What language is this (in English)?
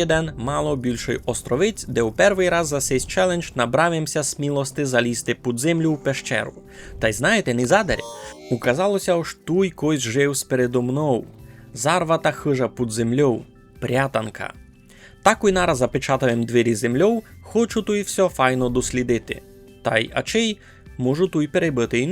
Rusyn